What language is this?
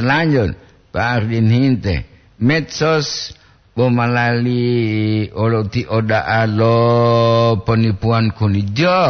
Gorontalo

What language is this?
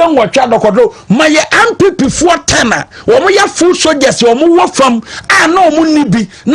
Akan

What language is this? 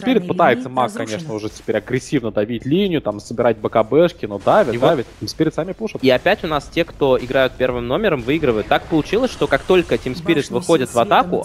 Russian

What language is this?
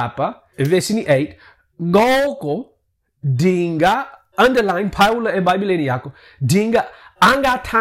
Xhosa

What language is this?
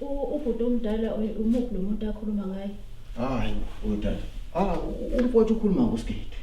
Zulu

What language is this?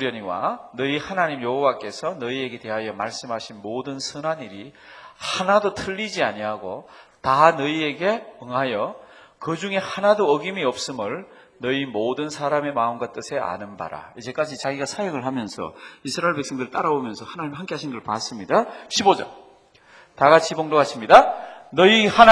Korean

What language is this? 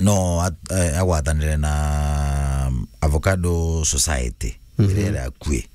Meru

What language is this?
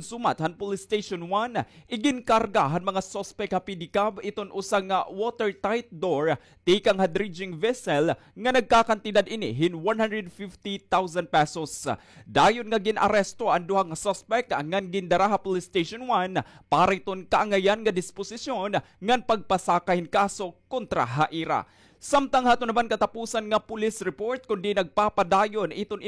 Waray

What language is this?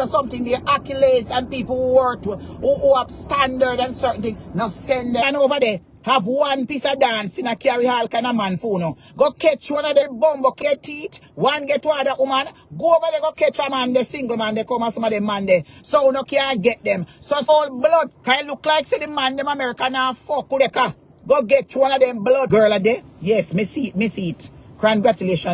Jamaican Creole English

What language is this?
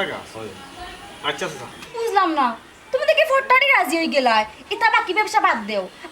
Sylheti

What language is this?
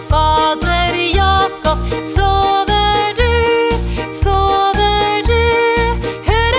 Norwegian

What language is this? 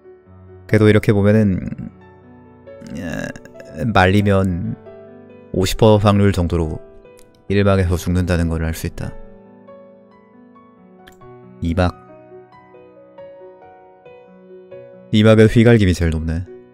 Korean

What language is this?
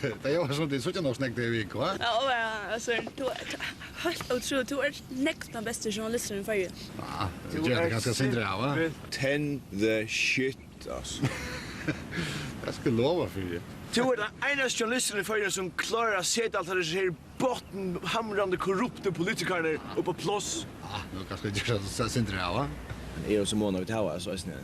Faroese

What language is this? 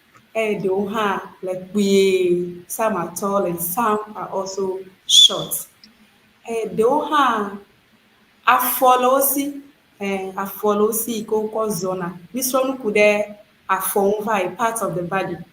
Ewe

